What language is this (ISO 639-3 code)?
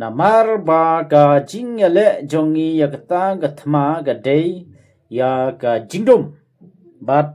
kha